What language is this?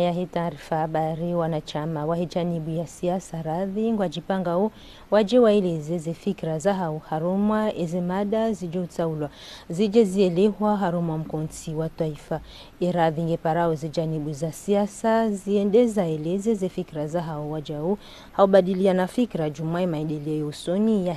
Ngazidja Comorian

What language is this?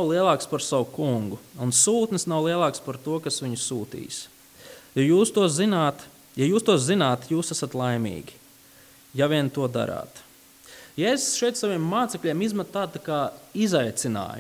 Latvian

